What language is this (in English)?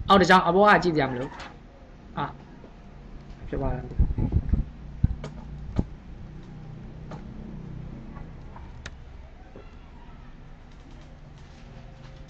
Burmese